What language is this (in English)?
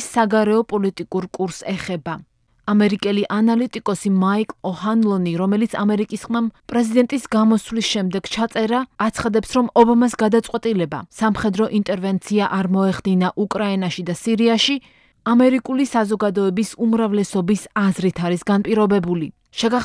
Georgian